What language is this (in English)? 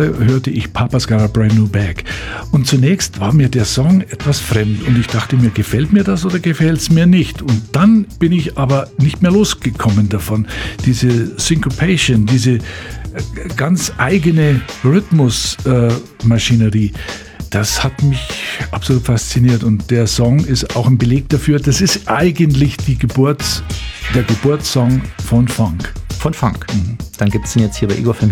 German